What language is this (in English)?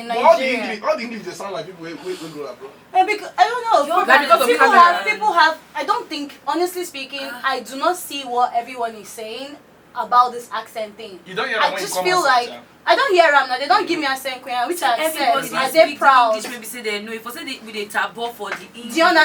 Nigerian Pidgin